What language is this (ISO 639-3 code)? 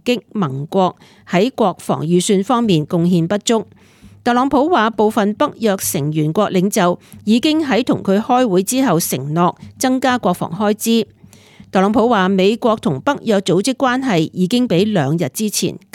yue